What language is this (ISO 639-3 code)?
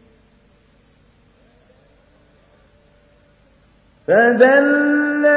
ara